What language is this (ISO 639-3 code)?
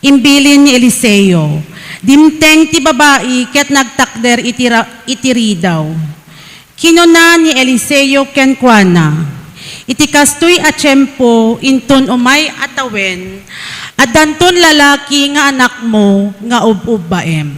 ilo